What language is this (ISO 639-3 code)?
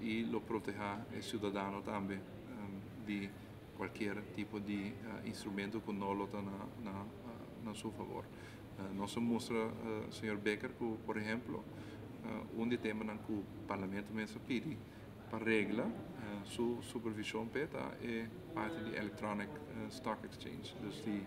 pap